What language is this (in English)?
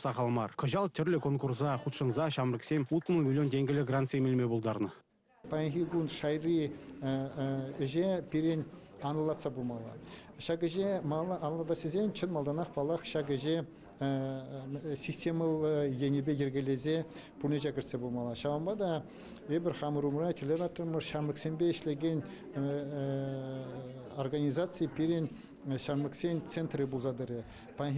Chuvash